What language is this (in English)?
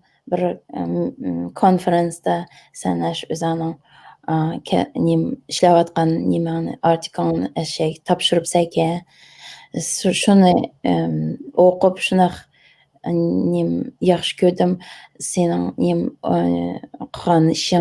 Uyghur